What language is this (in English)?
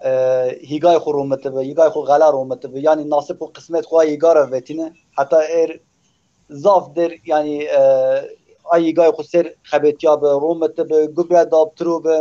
Zaza